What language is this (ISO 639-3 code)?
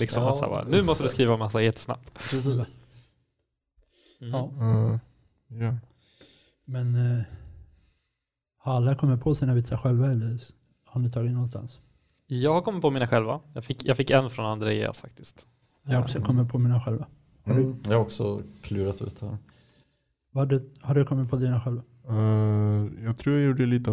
swe